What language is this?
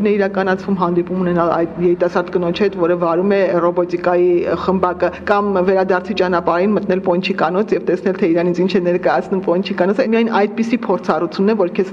Armenian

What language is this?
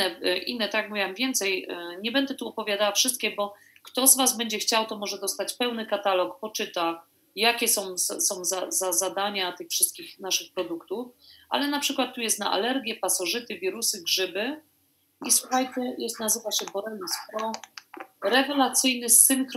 Polish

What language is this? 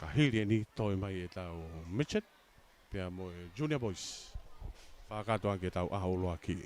Tongan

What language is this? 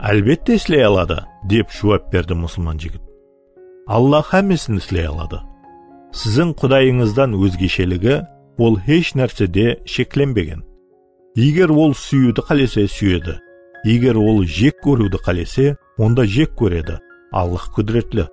Kara-Kalpak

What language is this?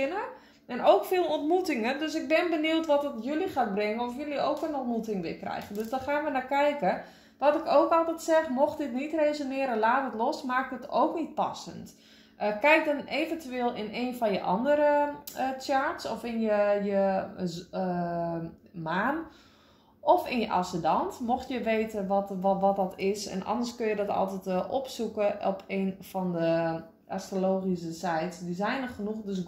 Dutch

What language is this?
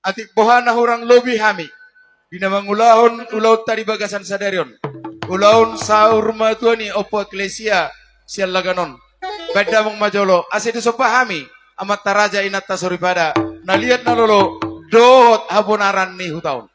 Batak Toba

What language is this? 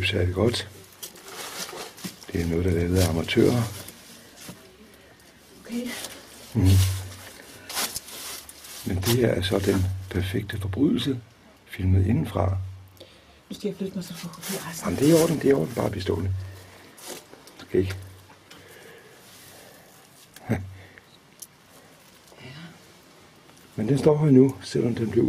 Danish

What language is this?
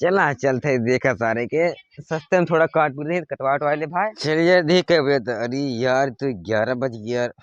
Awadhi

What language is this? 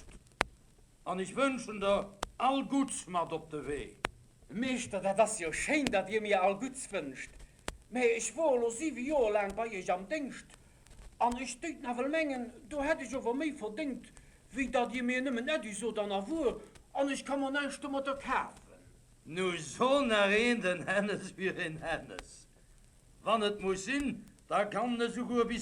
Luxembourgish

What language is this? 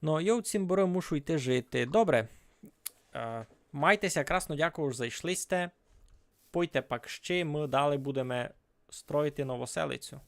Rusyn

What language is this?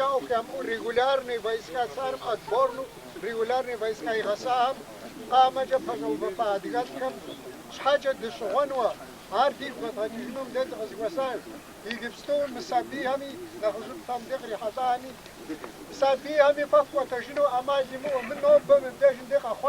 Kabardian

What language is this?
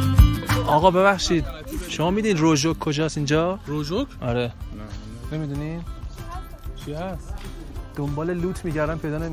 Persian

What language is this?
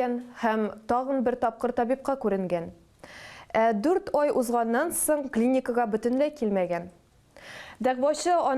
Tatar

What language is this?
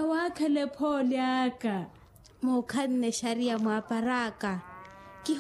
Makhuwa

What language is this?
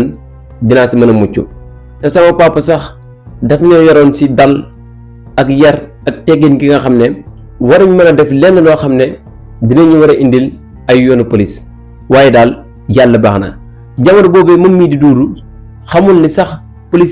Wolof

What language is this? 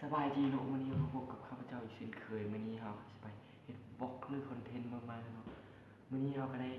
Lao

